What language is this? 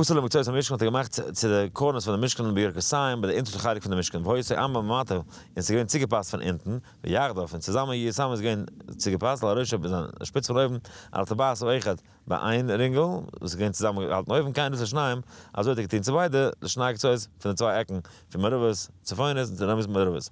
Yiddish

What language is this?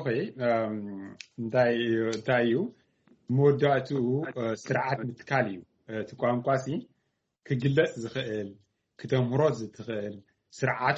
Tigrinya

